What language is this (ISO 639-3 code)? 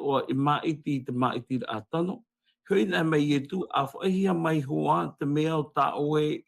tah